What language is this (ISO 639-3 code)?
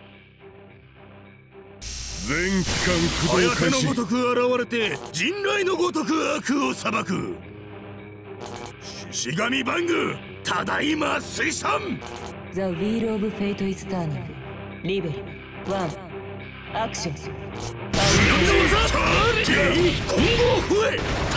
jpn